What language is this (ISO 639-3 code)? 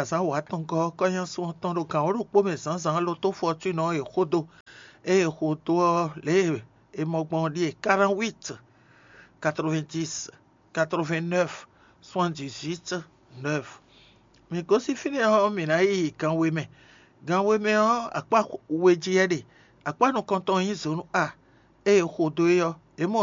fon